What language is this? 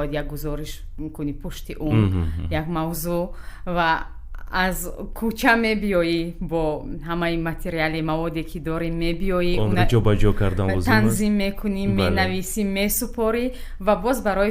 Tajik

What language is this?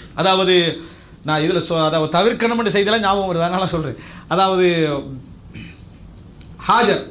Tamil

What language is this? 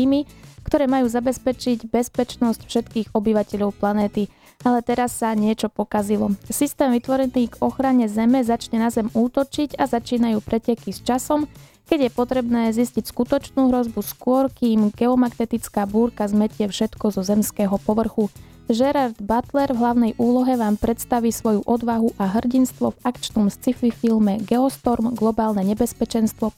Slovak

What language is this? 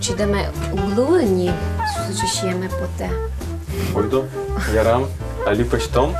Udmurt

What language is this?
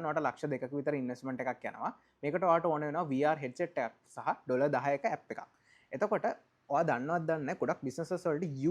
Sinhala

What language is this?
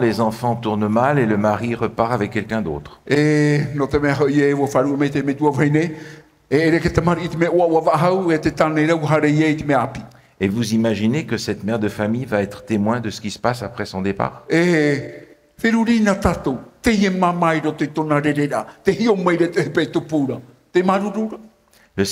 Tahitian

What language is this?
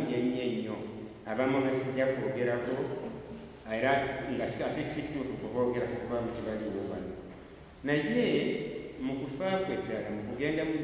Ganda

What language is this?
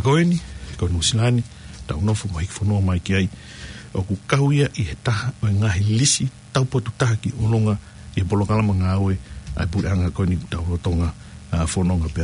Tongan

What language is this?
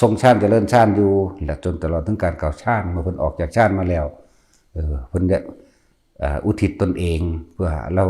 Northeastern Thai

